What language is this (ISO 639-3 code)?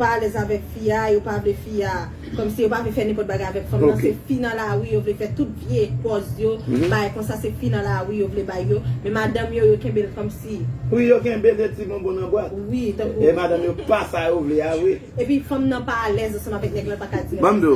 hat